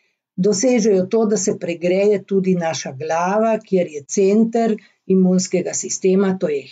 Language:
Slovenian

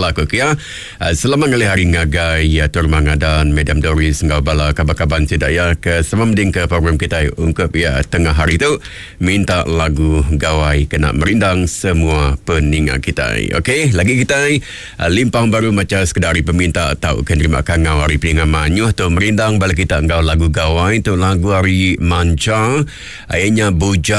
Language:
Iban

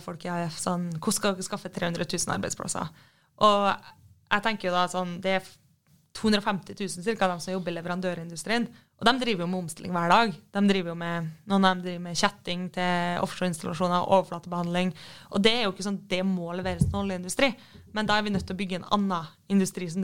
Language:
Norwegian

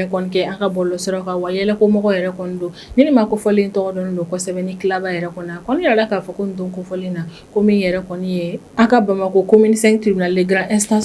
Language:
Bambara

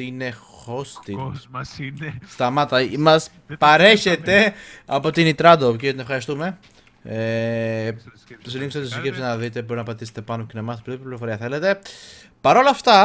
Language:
Greek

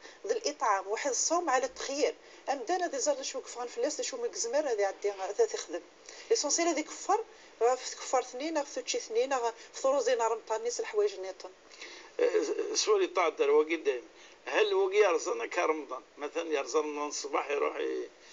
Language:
Kabyle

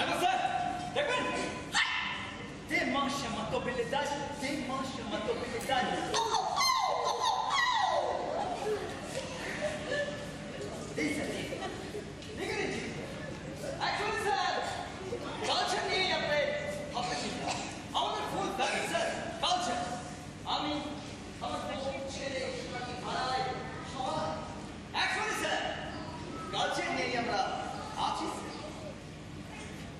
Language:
Bangla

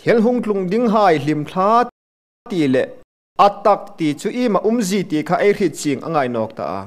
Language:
Hmar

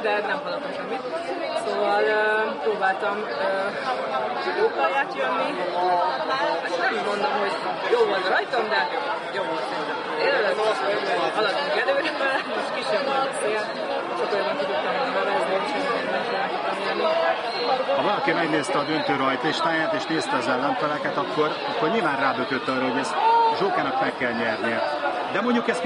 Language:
Hungarian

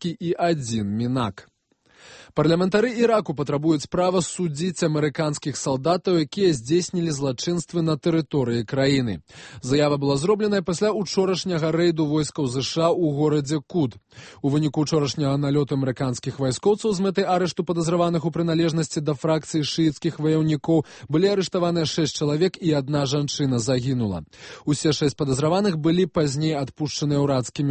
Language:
Belarusian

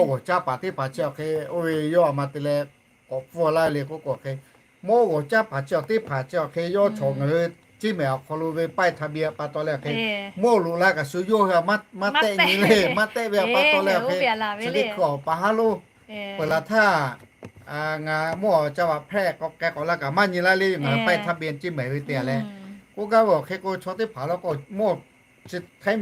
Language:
Lahu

